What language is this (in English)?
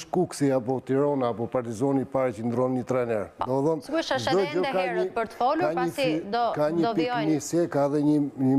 Albanian